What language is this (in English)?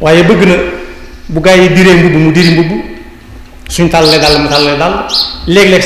Wolof